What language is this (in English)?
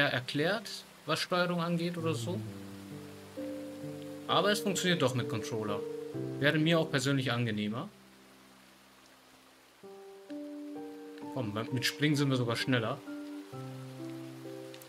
German